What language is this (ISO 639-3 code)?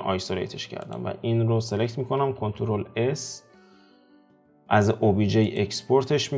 fas